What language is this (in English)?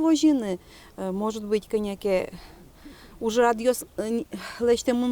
Udmurt